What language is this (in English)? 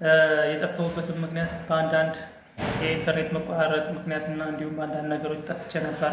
Amharic